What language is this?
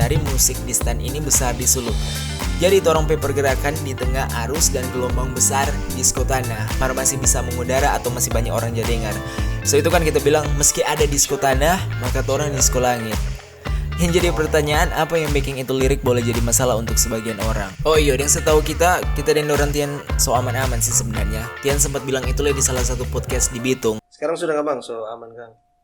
Manado Malay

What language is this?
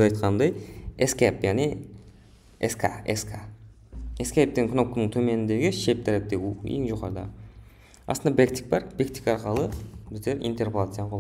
Kara-Kalpak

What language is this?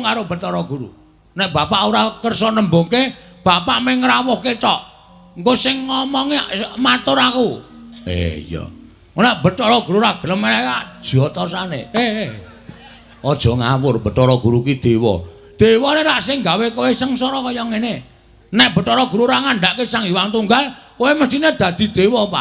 Javanese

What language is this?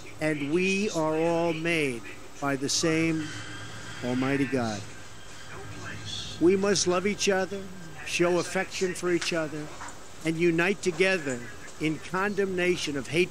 Vietnamese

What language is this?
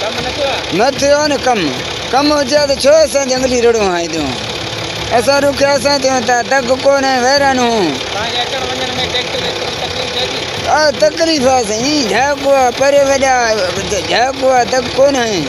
Sindhi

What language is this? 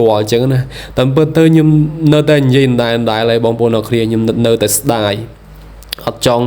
Khmer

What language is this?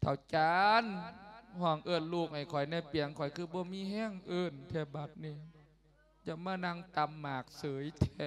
Lao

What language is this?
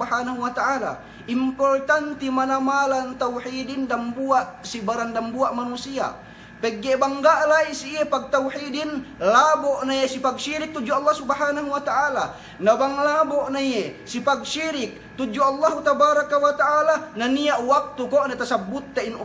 Yakan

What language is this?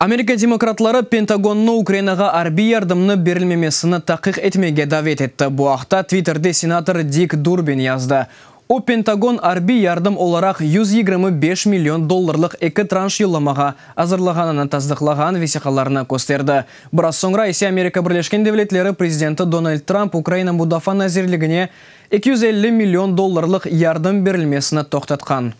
Crimean Tatar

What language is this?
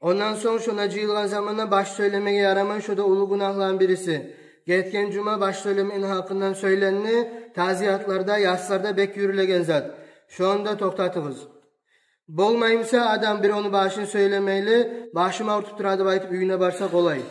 Kumyk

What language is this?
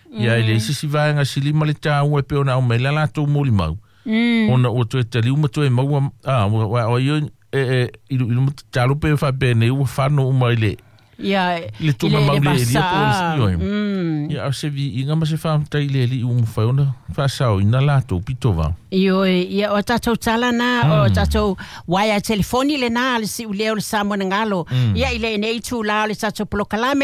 Samoan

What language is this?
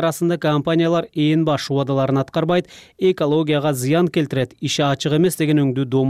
Kyrgyz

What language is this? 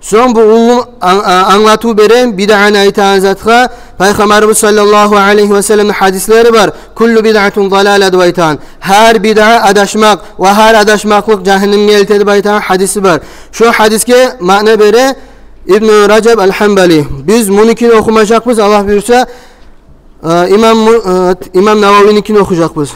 Kumyk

